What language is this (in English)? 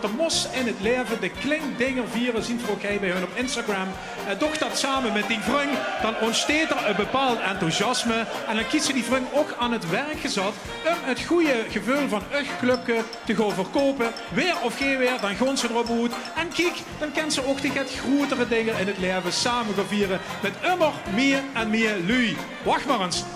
Limburgish